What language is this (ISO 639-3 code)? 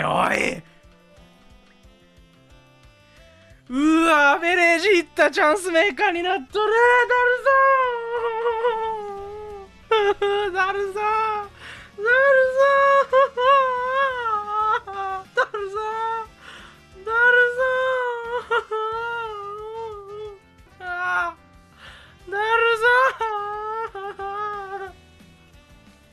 jpn